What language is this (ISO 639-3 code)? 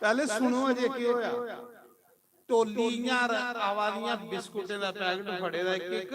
doi